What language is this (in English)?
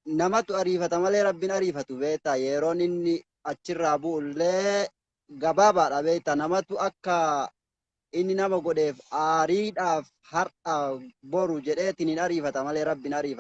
Oromo